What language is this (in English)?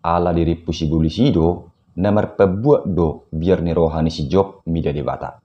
Batak Toba